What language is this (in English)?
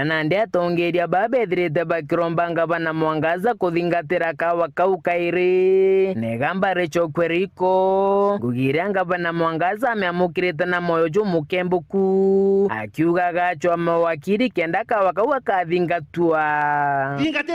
Meru